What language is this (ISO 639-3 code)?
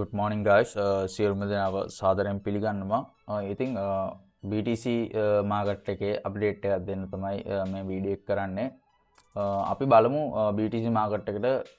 sin